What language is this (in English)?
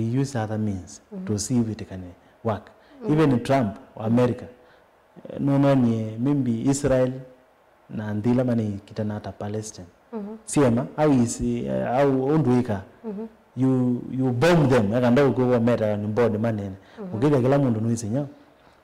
Kamba